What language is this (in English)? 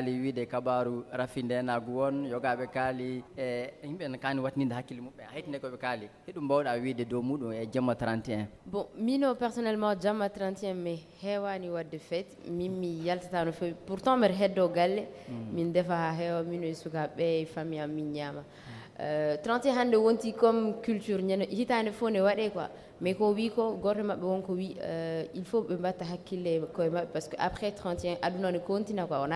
Fula